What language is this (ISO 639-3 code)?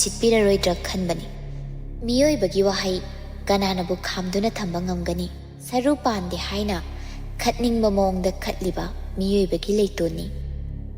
mni